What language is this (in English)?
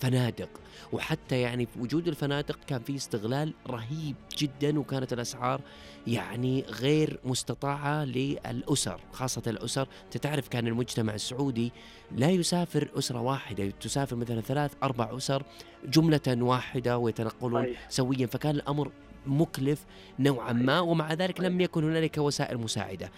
Najdi Arabic